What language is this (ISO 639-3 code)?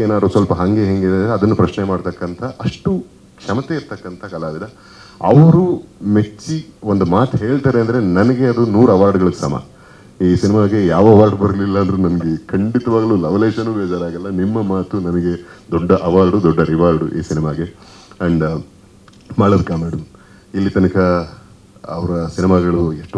kan